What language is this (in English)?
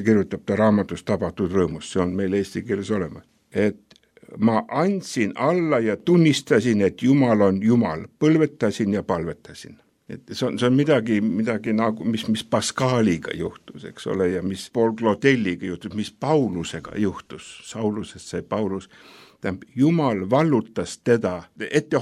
Estonian